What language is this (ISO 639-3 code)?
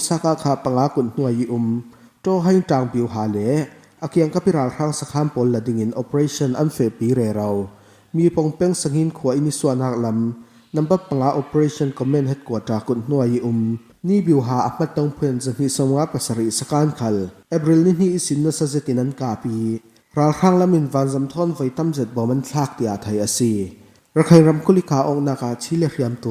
cfm